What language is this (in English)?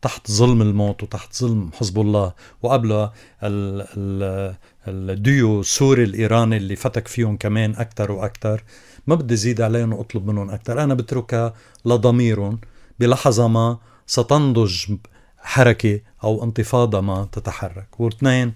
North Levantine Arabic